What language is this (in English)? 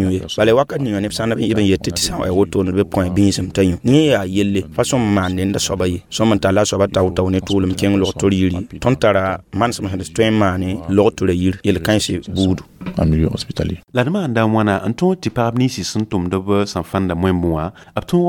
Mossi